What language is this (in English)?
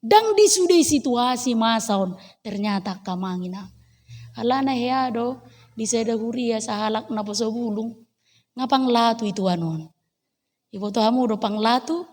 Batak Toba